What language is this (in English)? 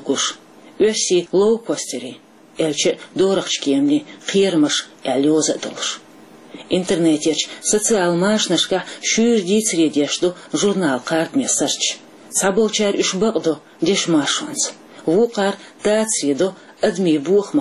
Chechen